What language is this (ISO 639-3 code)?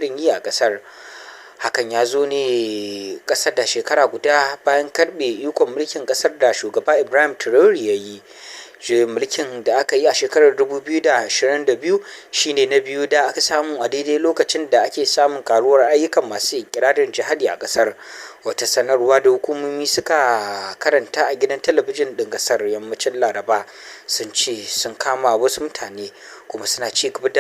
hau